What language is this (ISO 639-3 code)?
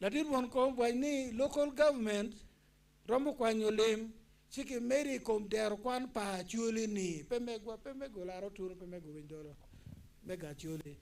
ach